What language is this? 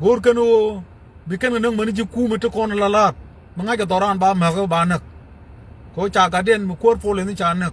Nuer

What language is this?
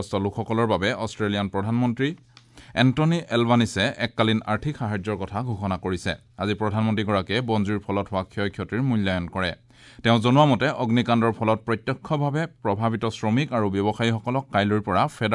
Assamese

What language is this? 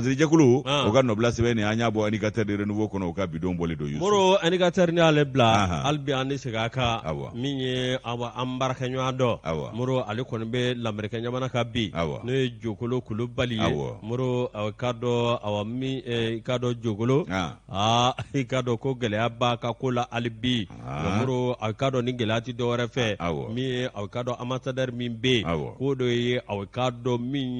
Bambara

